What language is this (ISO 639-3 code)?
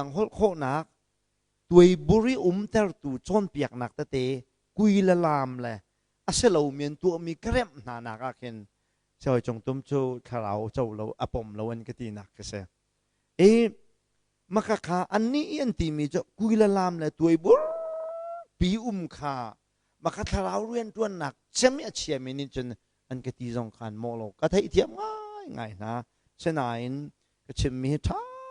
cnh